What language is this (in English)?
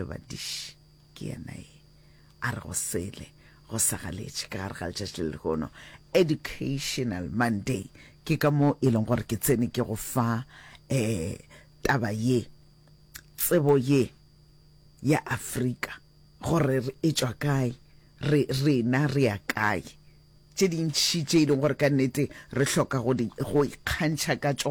Northern Sotho